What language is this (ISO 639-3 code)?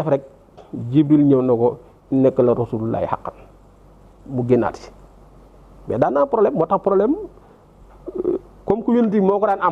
wol